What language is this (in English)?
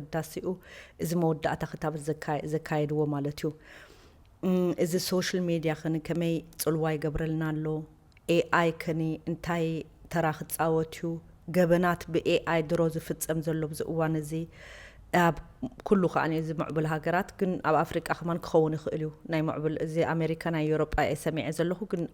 Tigrinya